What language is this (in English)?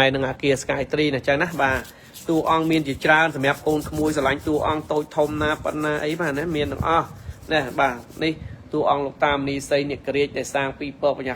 Khmer